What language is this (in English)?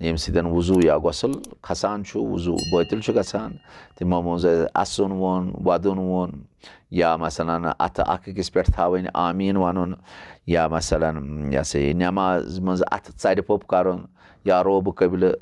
Kashmiri